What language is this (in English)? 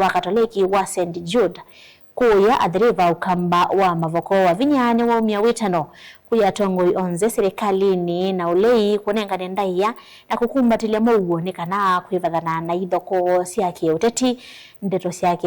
Kamba